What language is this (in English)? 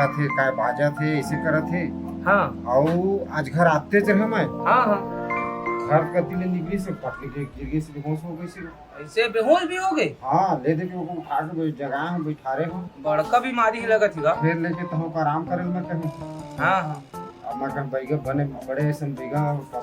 Chhattisgarhi